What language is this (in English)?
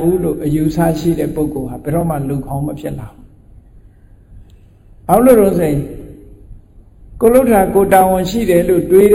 Burmese